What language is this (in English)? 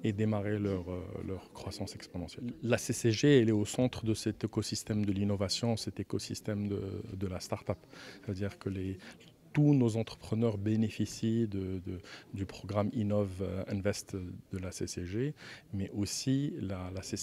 French